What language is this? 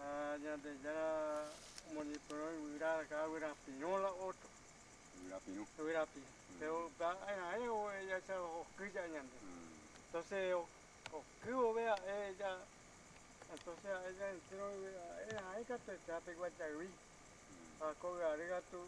Guarani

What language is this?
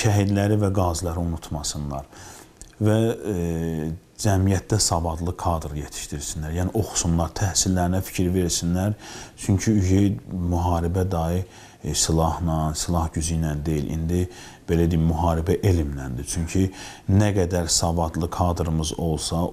Azerbaijani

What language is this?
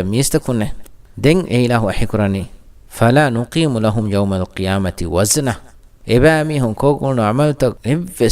Divehi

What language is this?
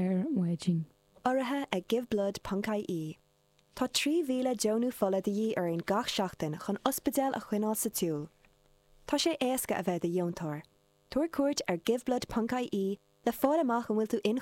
Irish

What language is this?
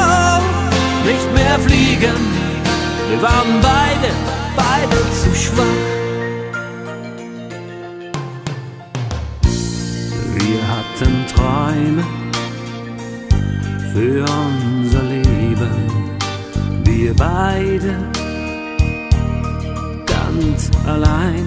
German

